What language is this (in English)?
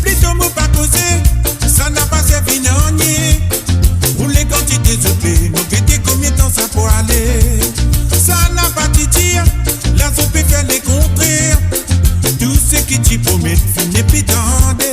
Morisyen